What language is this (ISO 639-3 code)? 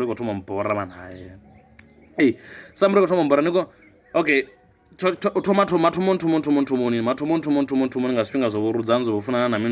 ven